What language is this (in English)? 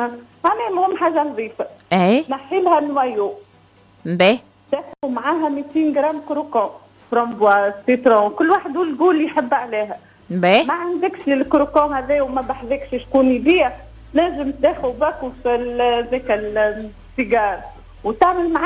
Tunisian Arabic